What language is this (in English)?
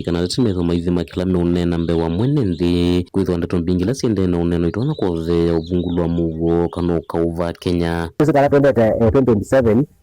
Kamba